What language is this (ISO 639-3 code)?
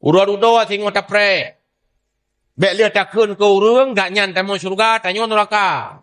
ace